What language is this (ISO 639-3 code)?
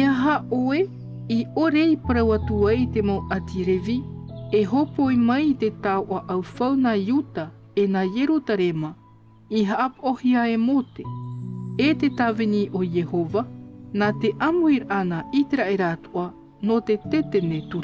tah